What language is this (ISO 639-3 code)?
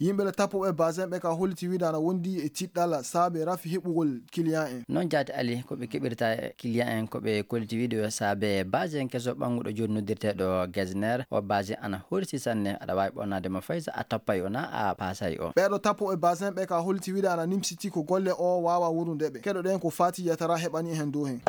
ful